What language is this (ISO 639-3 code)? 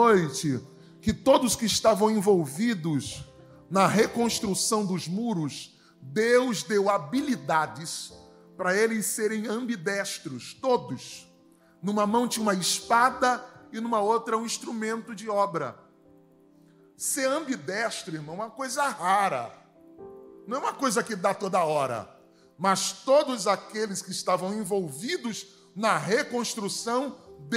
por